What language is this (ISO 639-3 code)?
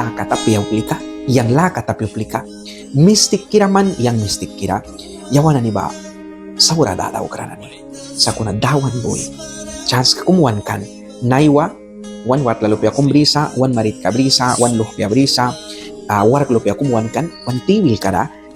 miq